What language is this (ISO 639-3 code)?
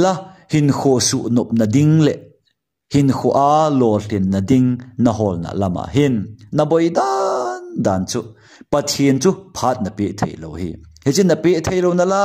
tcz